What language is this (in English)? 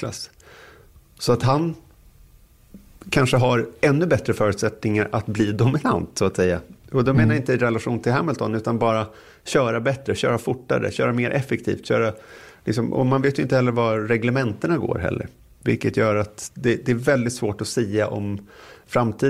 Swedish